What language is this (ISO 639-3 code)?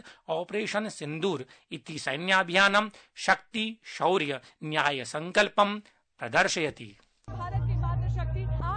san